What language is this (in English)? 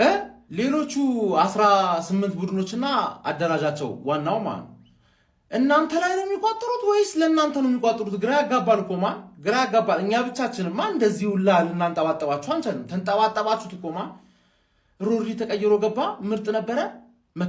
Amharic